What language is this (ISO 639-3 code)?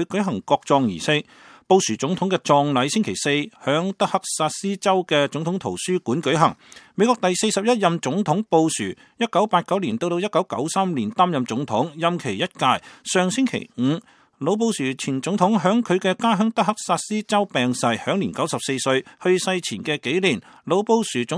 yue